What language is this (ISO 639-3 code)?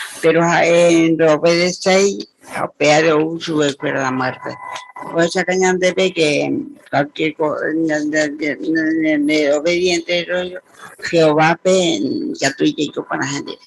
grn